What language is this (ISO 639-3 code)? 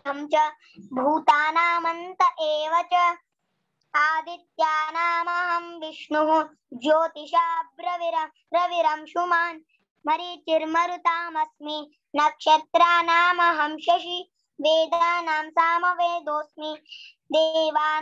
san